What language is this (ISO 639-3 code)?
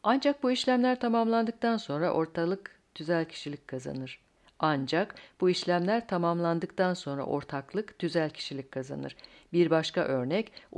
tur